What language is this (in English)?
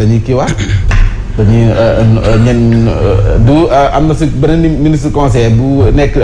Wolof